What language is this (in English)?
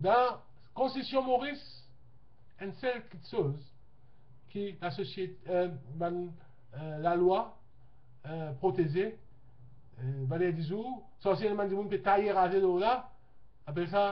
Morisyen